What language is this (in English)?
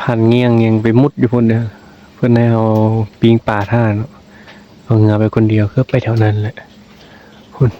Northeastern Thai